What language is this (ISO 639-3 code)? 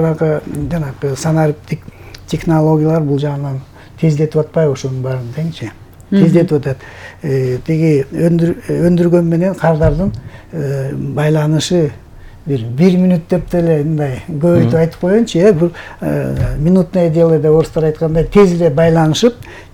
kir